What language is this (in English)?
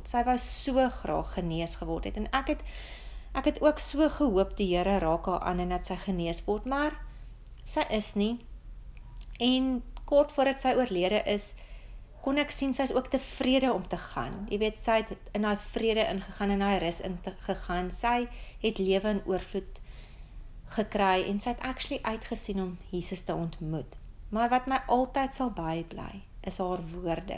Afrikaans